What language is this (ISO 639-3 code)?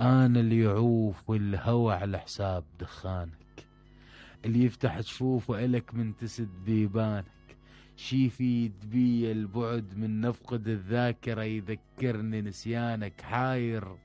acm